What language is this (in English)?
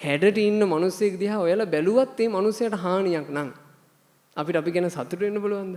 Sinhala